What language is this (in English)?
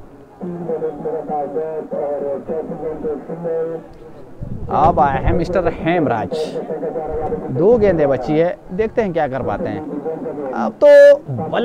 Hindi